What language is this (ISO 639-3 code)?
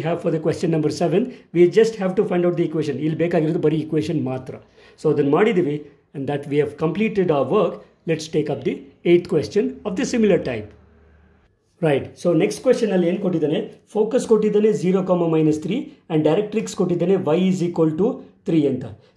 kan